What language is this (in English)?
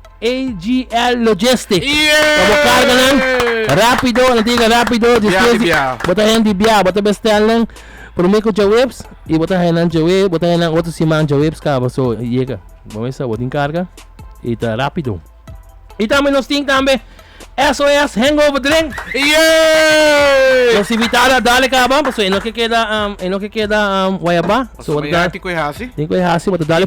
Papiamento